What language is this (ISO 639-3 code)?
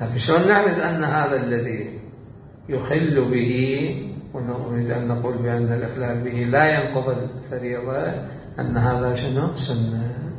acm